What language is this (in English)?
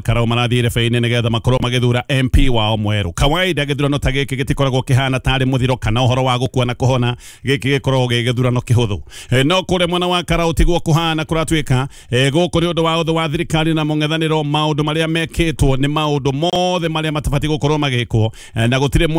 Kikuyu